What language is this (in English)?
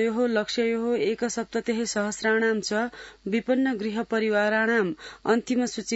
Sanskrit